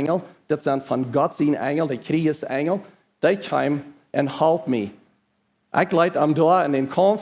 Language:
Plautdietsch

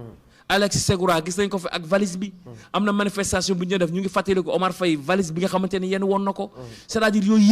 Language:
Wolof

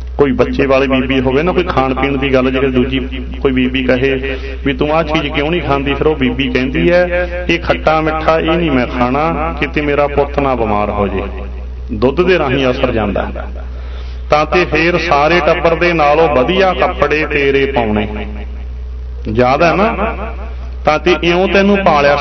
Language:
Punjabi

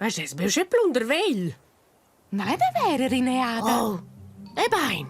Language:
Romansh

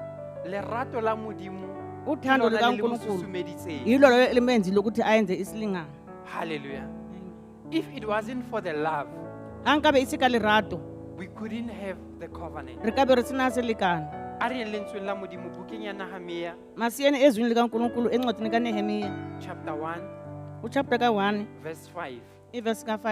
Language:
Southern Sotho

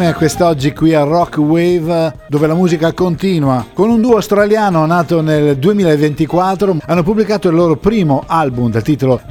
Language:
Italian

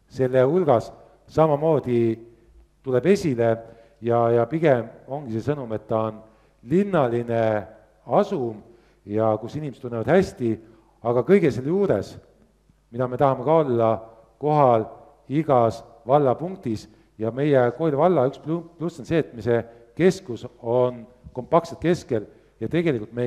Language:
Estonian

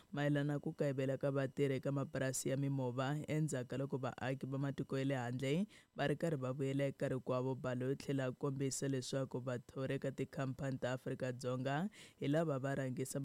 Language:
Tsonga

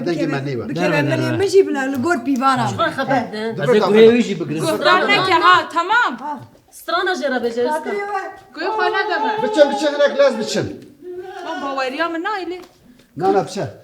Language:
Kurdish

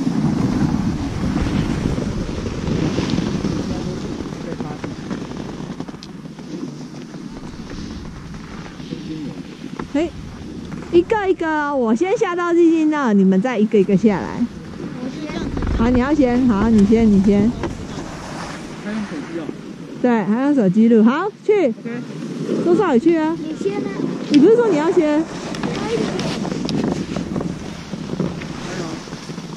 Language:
Chinese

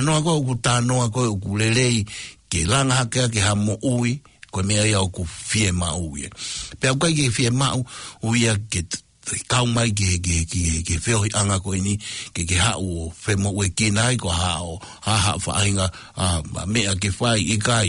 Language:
Tongan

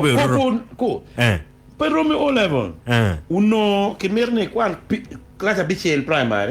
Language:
Acoli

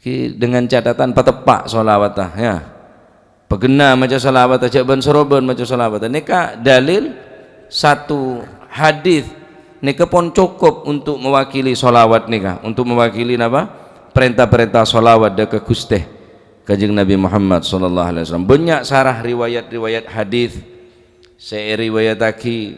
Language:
Madurese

